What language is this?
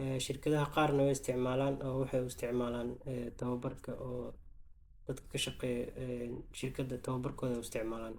Somali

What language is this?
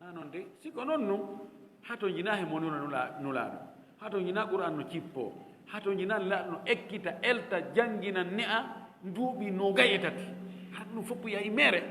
Fula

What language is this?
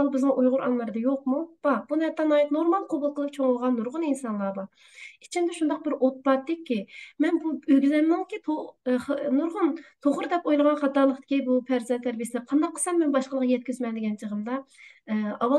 Uyghur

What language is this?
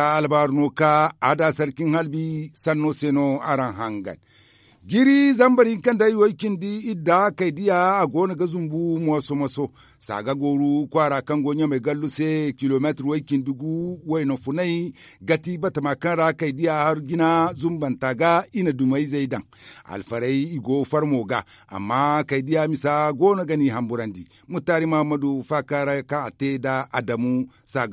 Zarma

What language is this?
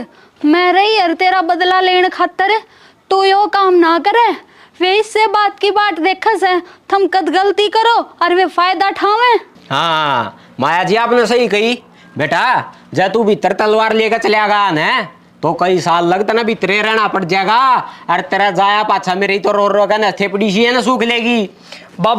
Haryanvi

